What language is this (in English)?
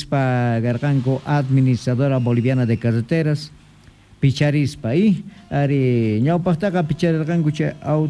Quechua